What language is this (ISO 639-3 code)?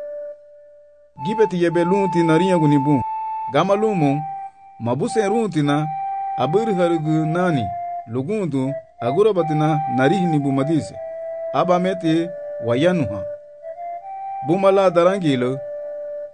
cab